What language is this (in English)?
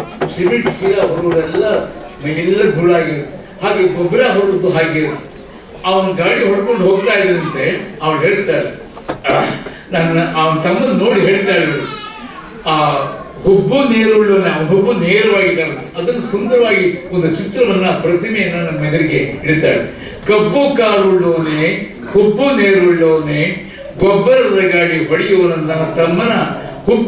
Kannada